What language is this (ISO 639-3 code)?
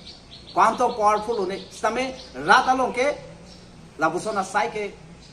mjw